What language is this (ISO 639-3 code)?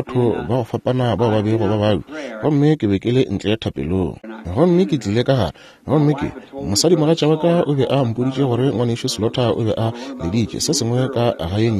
nso